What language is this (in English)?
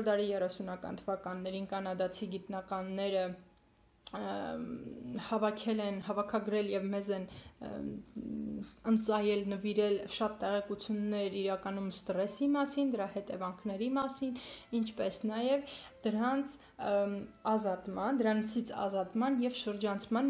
Armenian